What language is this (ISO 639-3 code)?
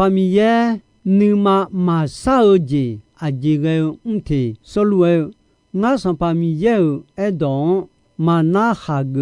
ahk